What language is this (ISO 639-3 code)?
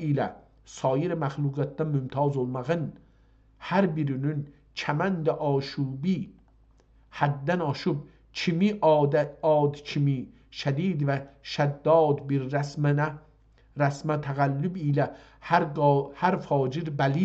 azb